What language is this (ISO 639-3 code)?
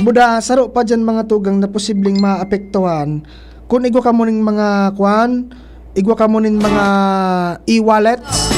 bik